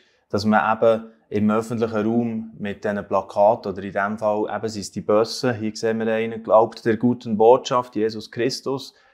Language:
Swiss German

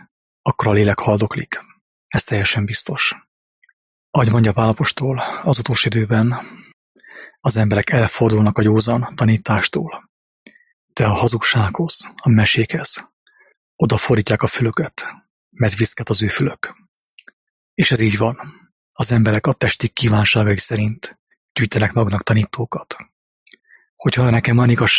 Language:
Hungarian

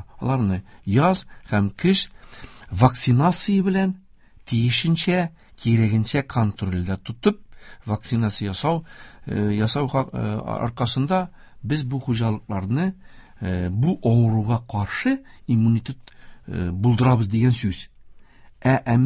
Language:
Tatar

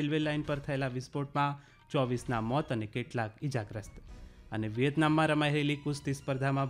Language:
Gujarati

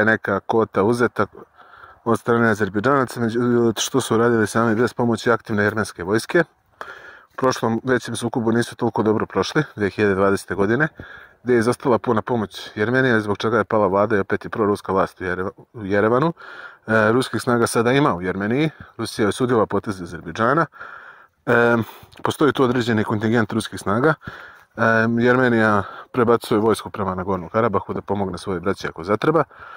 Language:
Serbian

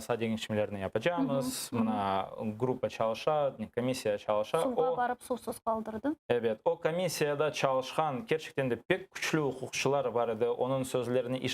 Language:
Crimean Tatar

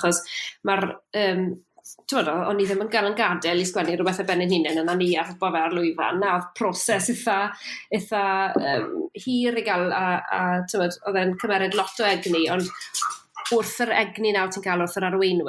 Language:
Welsh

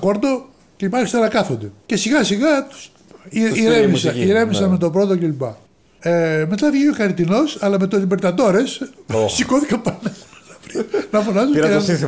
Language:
Greek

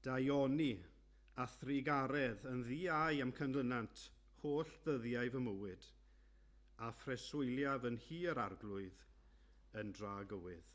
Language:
Welsh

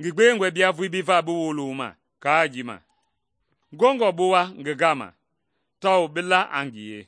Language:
Mende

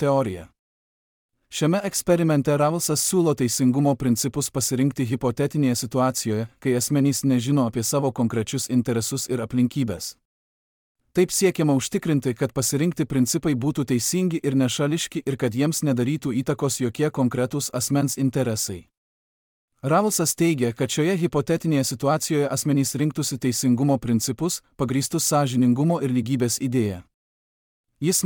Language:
Lithuanian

